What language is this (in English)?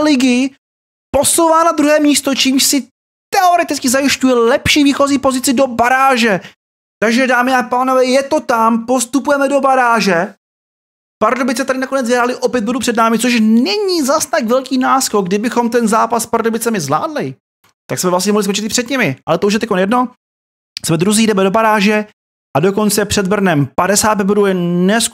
Czech